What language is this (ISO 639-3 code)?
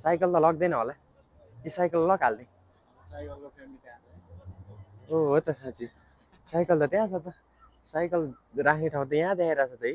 nep